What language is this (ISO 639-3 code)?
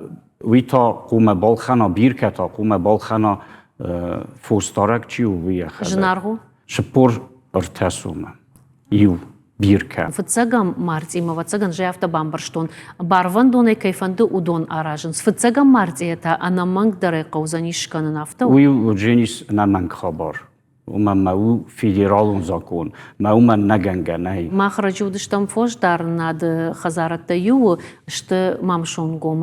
oss